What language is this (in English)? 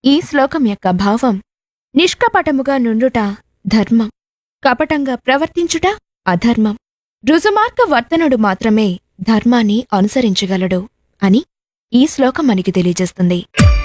Telugu